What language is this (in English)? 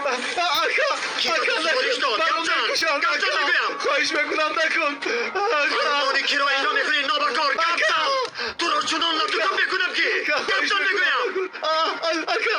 Tajik